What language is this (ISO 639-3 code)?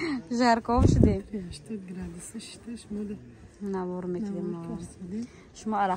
tgk